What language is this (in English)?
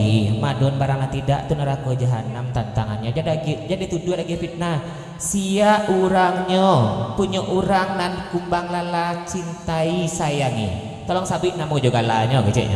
Minangkabau